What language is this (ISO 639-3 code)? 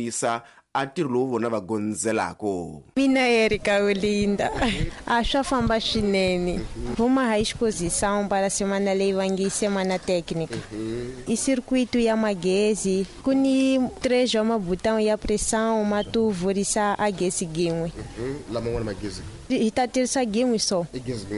tso